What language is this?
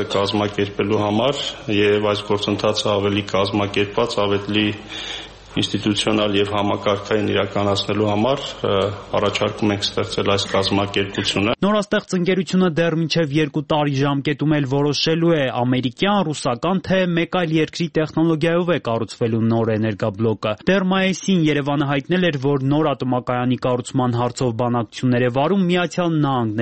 Armenian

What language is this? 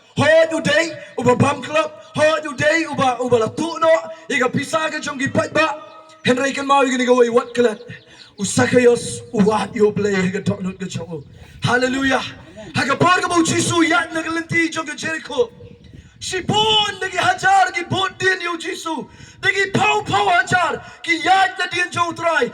Khasi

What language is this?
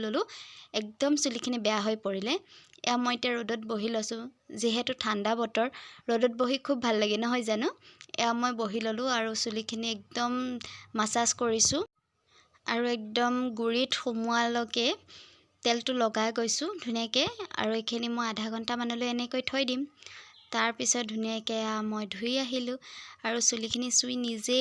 Assamese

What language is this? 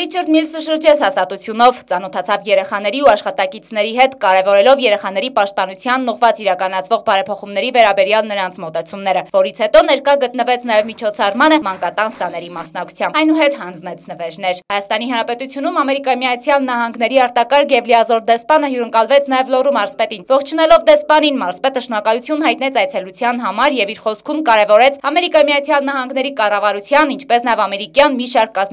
Armenian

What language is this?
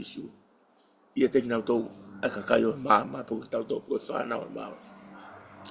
Tongan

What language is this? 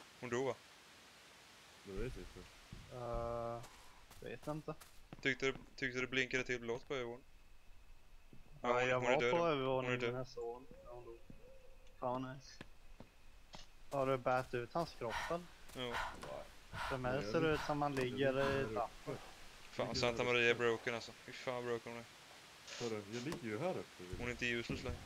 Swedish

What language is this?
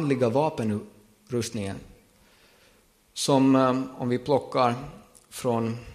Swedish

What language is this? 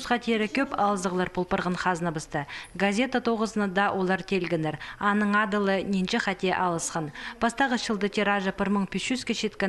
Khakas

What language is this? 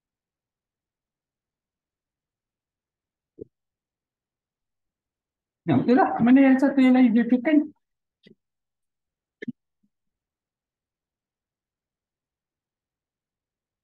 Malay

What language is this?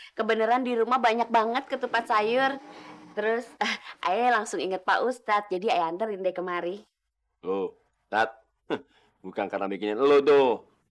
Betawi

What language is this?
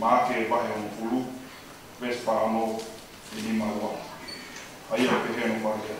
Tongan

